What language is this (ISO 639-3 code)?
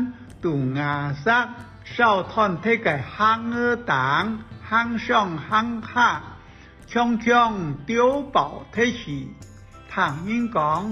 hak